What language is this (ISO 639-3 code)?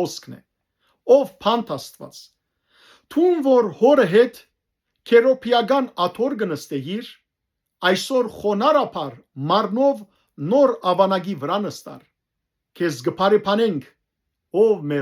hyw